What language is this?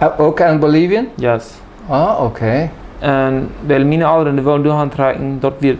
Plautdietsch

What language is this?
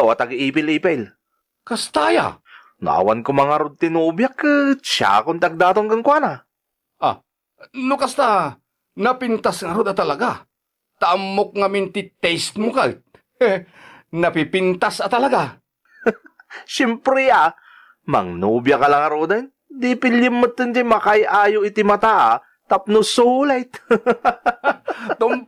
Iloko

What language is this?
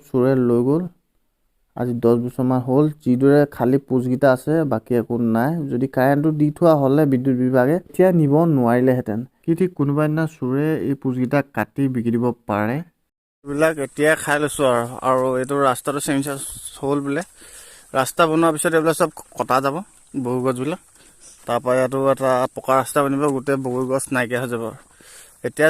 Assamese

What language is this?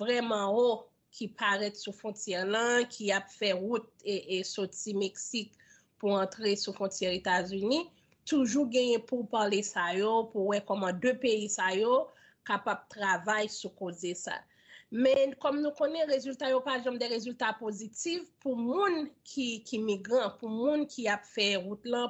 Haitian Creole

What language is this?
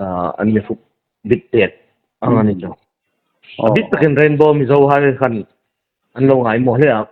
Hmar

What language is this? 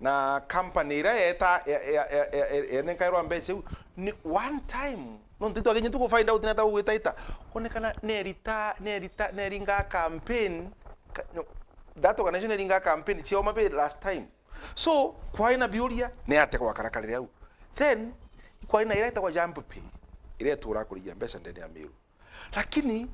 Meru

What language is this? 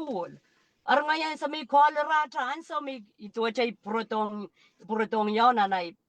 Pohnpeian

